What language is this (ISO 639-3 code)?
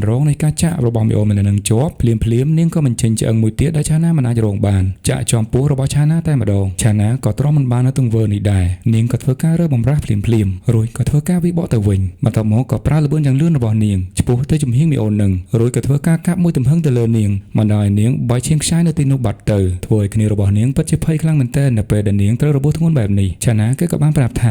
khm